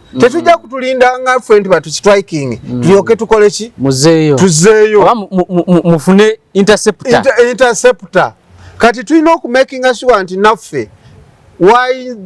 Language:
Ganda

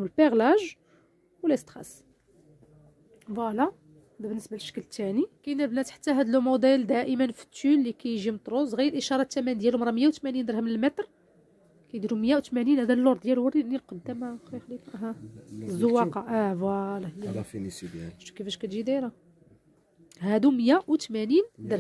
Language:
Moroccan Arabic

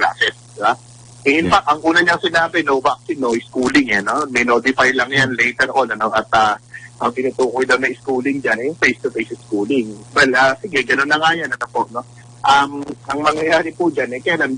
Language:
Filipino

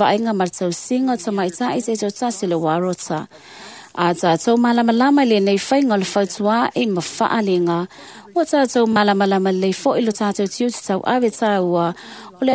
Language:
Samoan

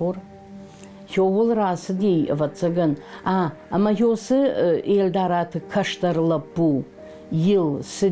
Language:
Ossetic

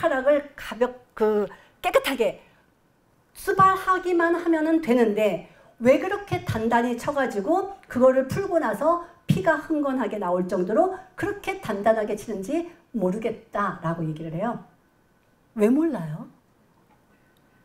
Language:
Korean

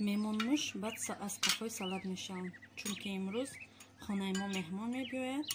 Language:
Tajik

